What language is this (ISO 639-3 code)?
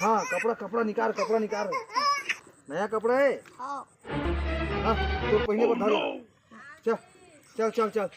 hne